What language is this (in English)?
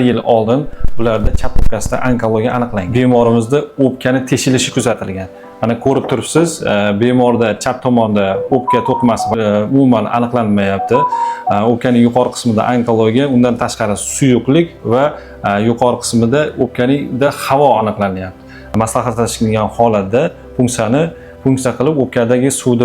Uzbek